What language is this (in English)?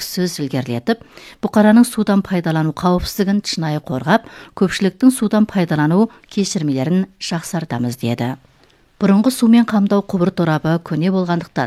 Kazakh